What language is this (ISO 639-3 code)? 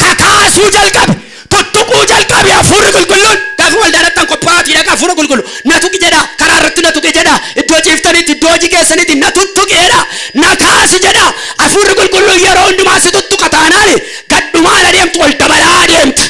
orm